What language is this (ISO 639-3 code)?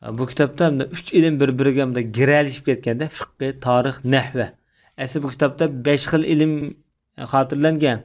uig